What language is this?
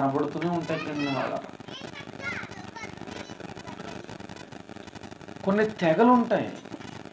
Telugu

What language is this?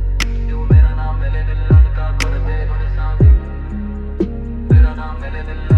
Haryanvi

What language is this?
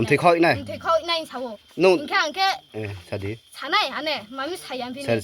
Riang (India)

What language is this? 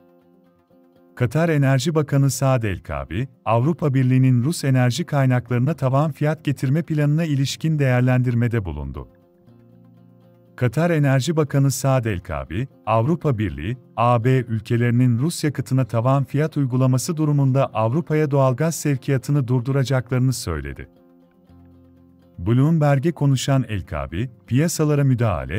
Turkish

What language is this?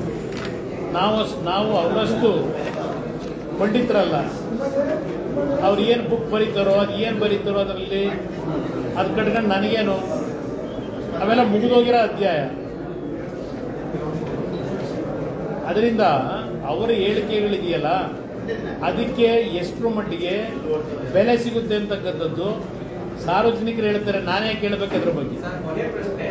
Kannada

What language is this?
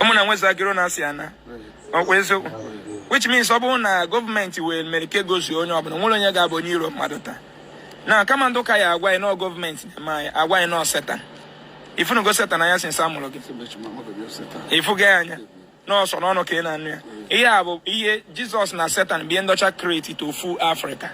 Igbo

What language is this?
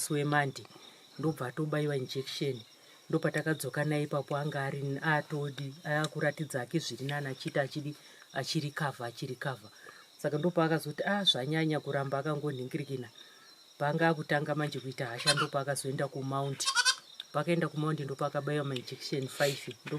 Shona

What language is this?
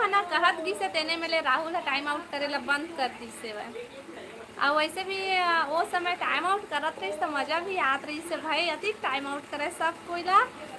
Chhattisgarhi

